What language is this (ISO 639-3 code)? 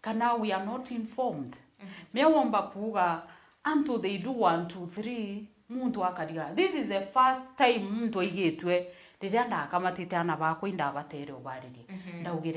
mer